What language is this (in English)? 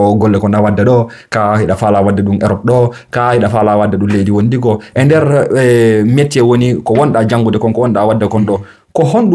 Fula